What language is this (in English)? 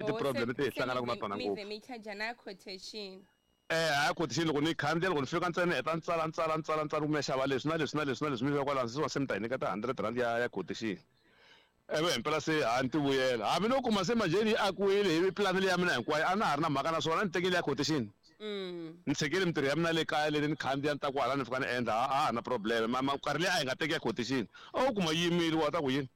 Tsonga